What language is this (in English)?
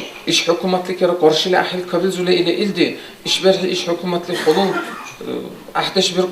Dargwa